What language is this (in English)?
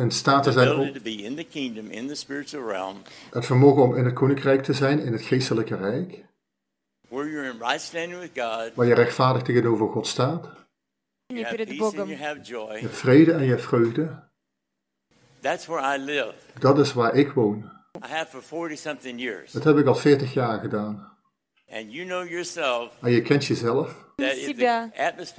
Dutch